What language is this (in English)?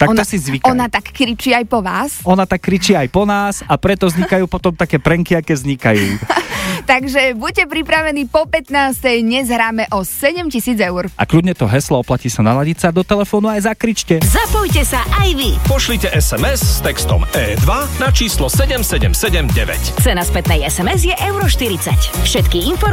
Slovak